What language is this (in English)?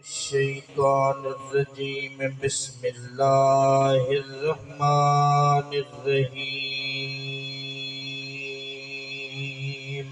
Saraiki